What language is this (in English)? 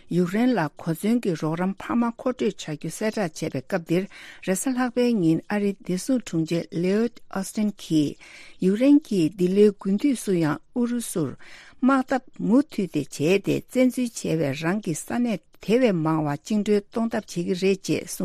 Tibetan